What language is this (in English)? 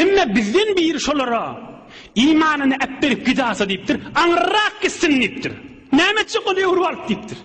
Turkmen